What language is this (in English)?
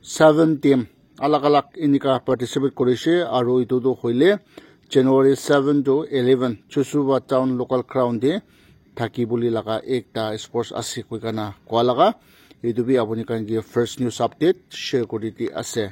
Naga Pidgin